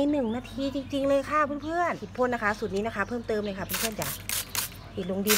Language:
Thai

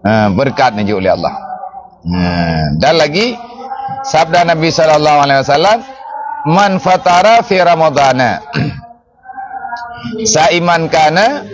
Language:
Achinese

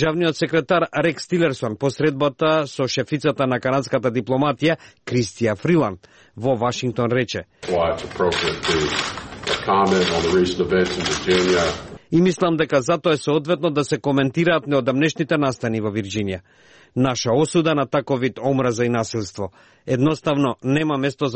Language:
Macedonian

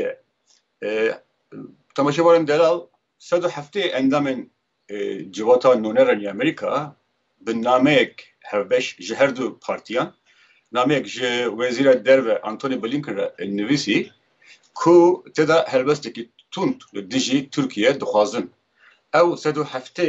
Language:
Kurdish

